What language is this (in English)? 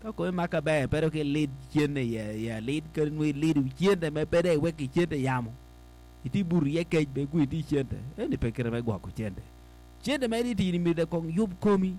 Acoli